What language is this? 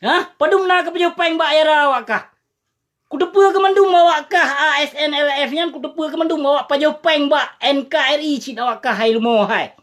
Achinese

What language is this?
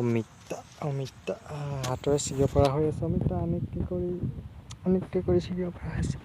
Assamese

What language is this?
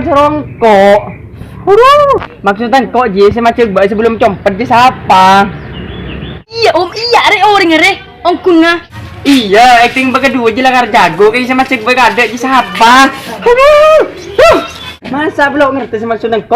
Madurese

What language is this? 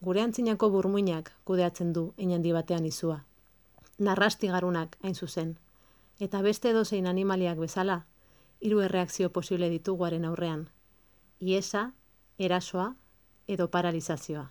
Basque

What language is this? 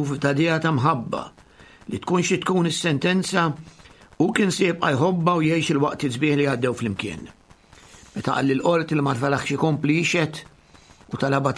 Maltese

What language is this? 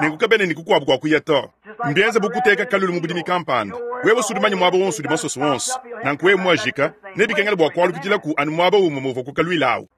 Luba-Lulua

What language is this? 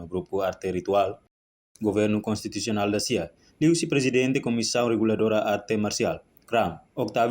Tetum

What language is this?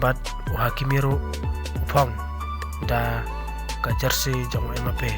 Khasi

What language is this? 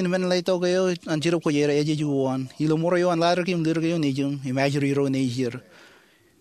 Marshallese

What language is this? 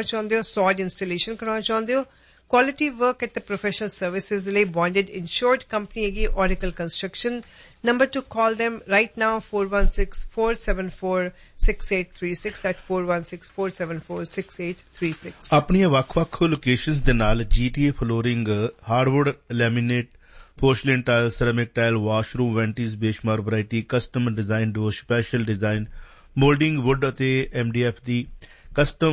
Punjabi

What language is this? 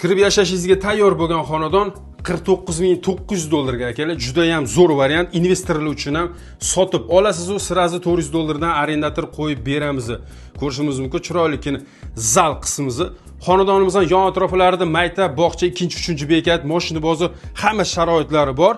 Uzbek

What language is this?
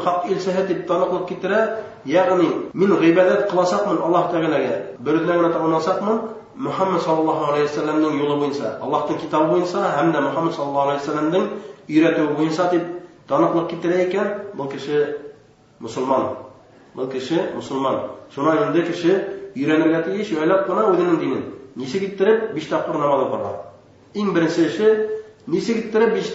Bashkir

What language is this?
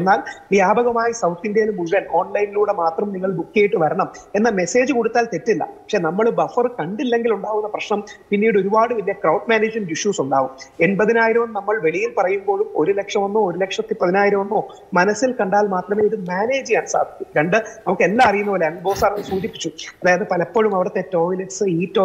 Malayalam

